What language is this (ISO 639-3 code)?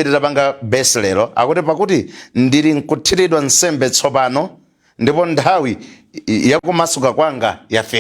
nya